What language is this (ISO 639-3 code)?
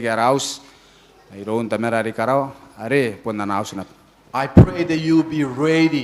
gil